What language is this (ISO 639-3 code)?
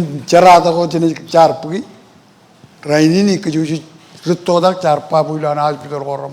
mah